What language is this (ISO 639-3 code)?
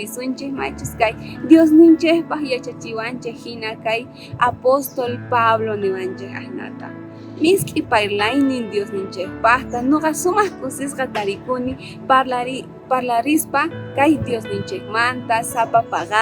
quh